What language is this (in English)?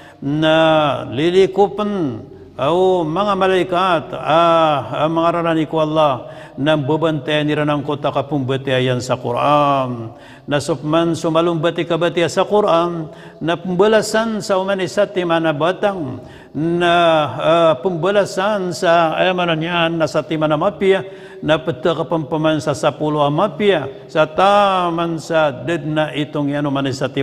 Maranao